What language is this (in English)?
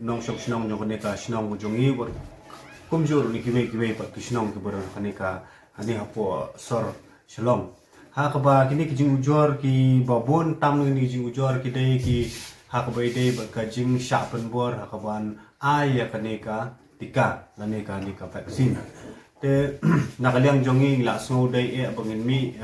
Khasi